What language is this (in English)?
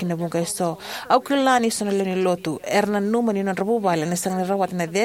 Fijian